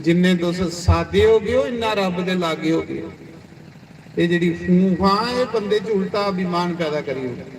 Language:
Dogri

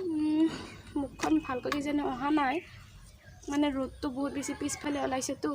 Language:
Assamese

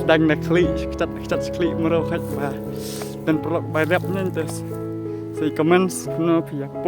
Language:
Khasi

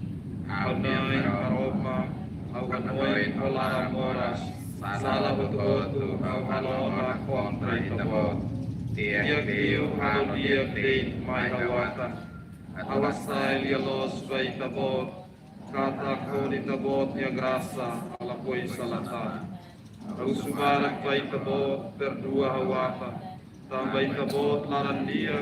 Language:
Tetum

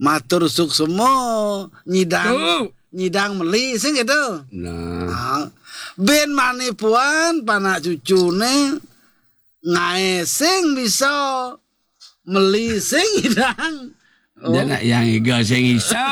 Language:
Balinese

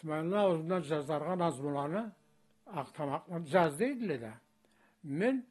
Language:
Karachay-Balkar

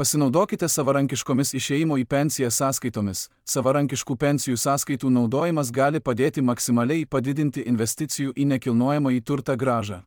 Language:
Lithuanian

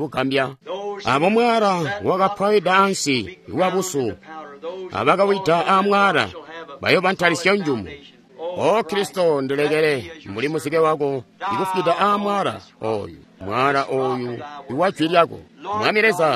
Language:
Tonga (Zambia)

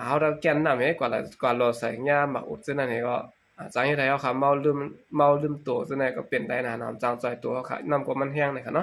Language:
Shan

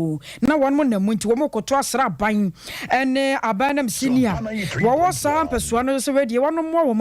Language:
Akan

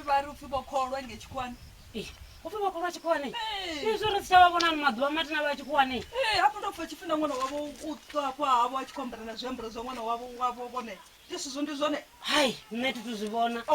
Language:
Venda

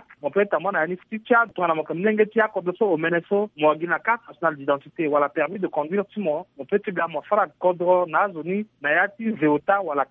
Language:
Sango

